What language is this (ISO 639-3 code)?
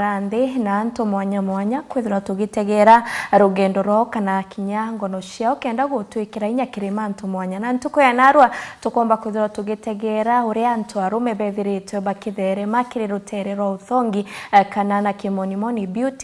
mer